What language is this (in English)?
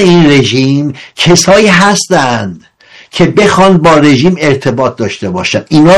Persian